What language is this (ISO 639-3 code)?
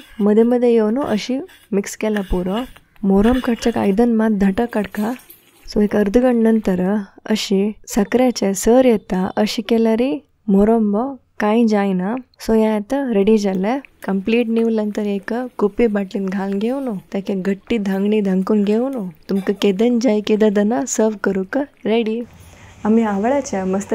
kok